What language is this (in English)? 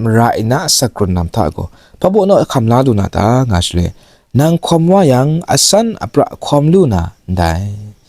Kachin